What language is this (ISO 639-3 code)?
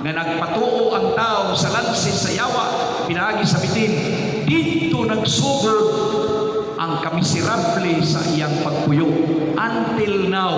ceb